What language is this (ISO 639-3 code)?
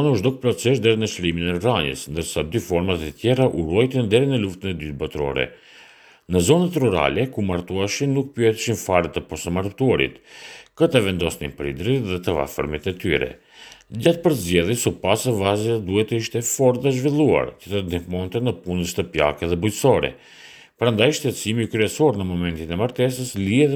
sqi